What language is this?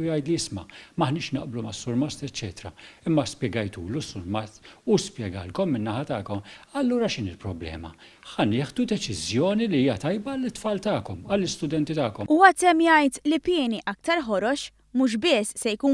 Maltese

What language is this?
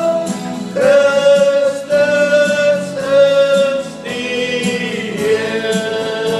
Afrikaans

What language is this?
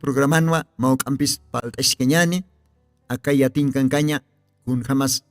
Aymara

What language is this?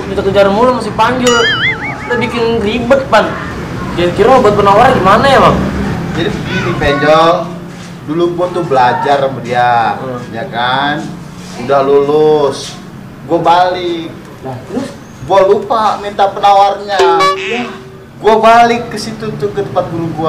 Betawi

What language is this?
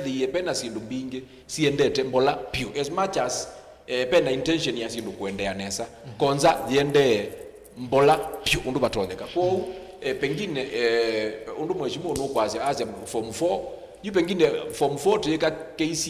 Kamba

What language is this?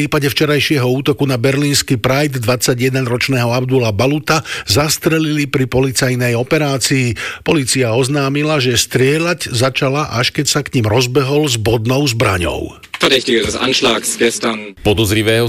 Slovak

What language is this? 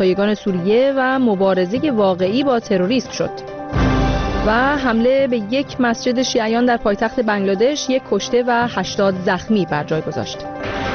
Persian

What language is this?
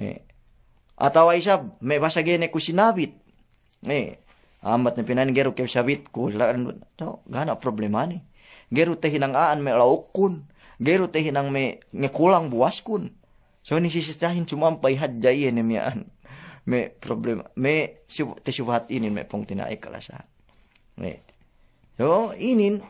Yakan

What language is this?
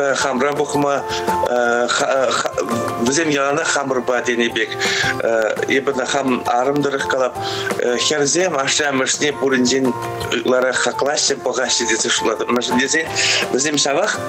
Chuvash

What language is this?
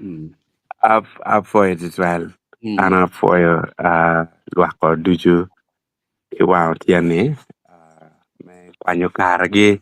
Acoli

